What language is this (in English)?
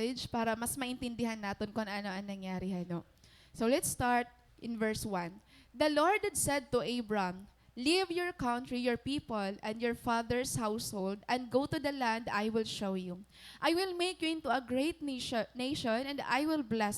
Waray